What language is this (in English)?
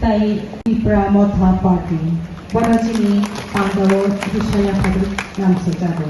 Kok Borok